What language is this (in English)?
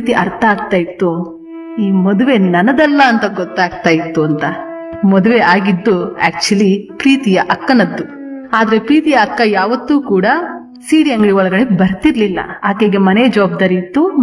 Kannada